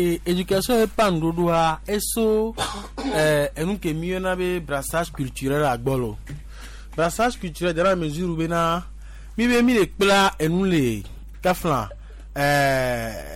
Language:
Gen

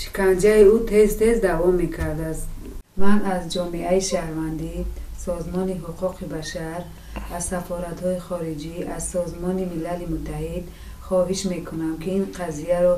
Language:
Tajik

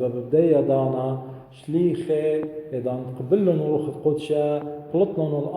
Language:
Assyrian Neo-Aramaic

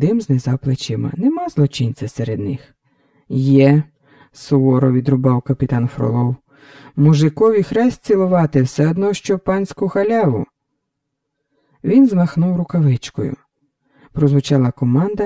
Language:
Ukrainian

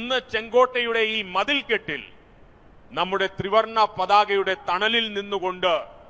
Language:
Malayalam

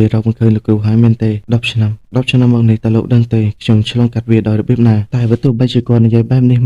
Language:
Khmer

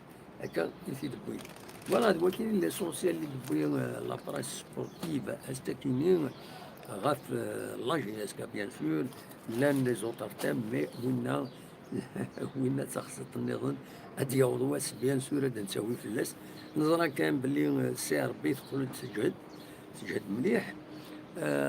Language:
Kabyle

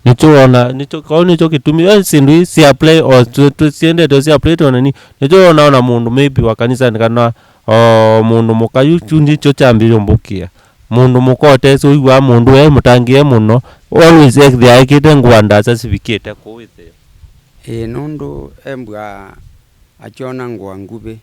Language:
Kamba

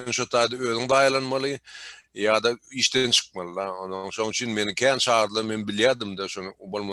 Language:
Turkmen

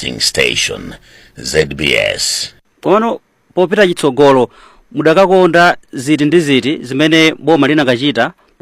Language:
Nyanja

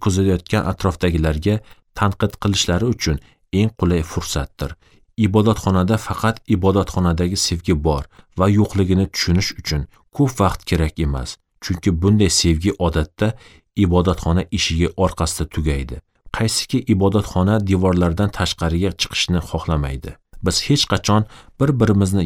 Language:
Uzbek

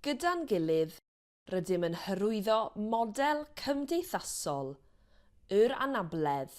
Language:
Welsh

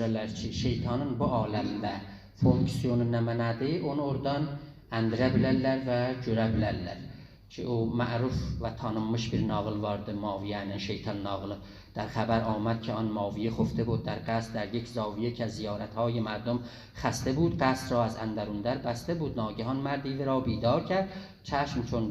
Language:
South Azerbaijani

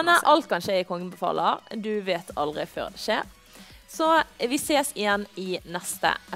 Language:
Norwegian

